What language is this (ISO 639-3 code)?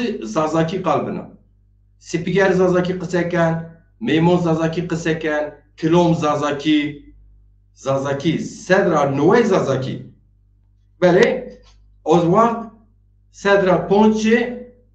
zza